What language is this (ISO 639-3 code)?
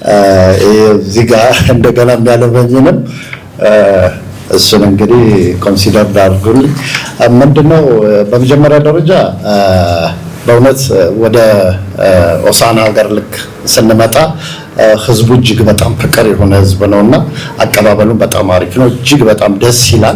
amh